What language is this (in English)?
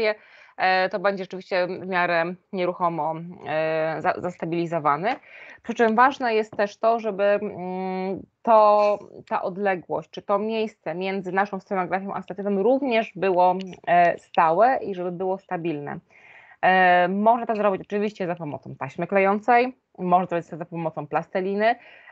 Polish